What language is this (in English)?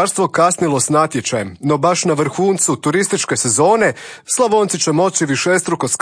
Croatian